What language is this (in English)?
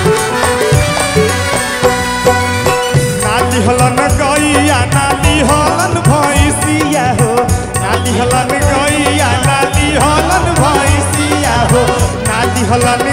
Bhojpuri